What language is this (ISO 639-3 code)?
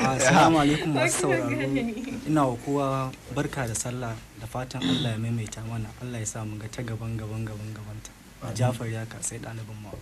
hau